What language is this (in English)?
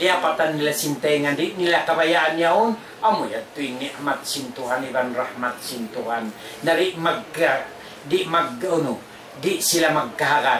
Tausug